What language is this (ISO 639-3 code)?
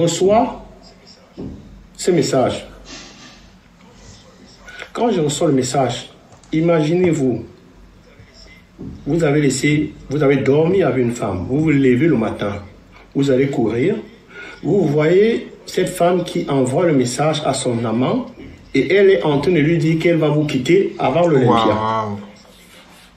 fra